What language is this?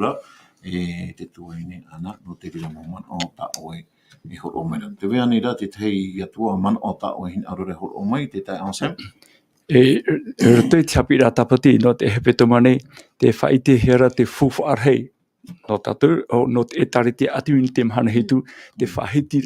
Tahitian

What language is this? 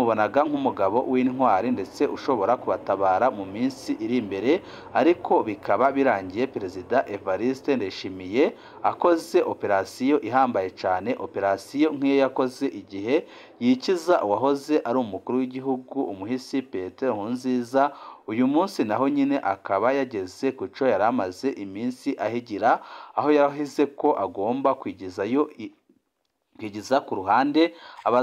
Rundi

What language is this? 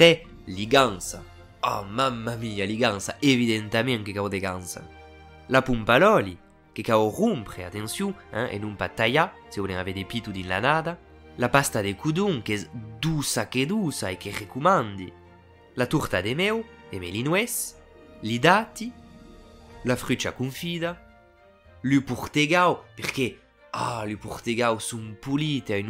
Occitan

